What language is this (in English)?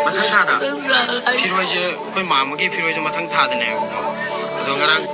Manipuri